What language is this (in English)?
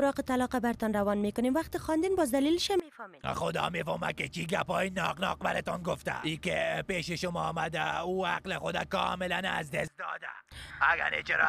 Persian